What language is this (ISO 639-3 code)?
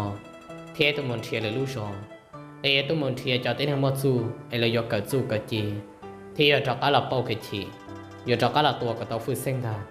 hmn